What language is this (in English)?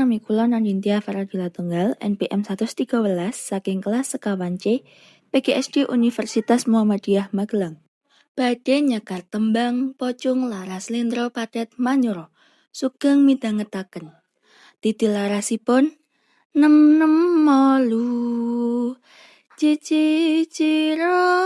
Javanese